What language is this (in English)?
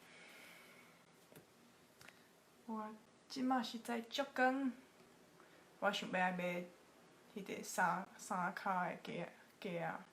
Min Nan Chinese